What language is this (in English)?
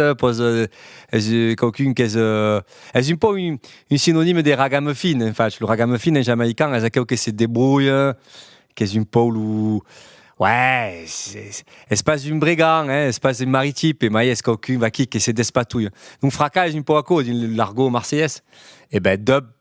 Occitan